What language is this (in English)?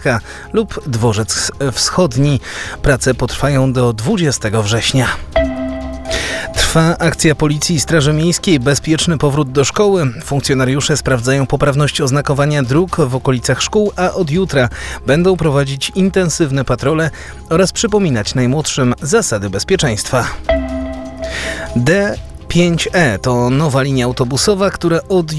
Polish